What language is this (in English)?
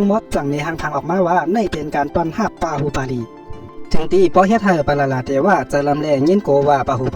Shan